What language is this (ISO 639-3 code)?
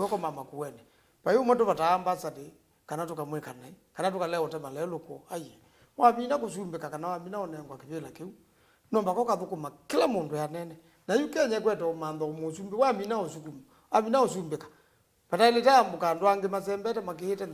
kam